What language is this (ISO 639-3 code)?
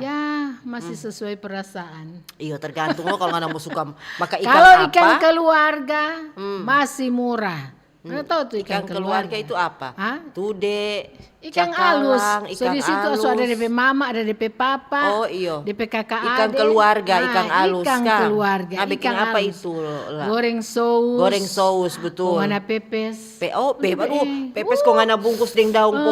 xmm